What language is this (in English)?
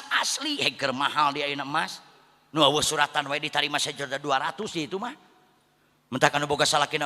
Sundanese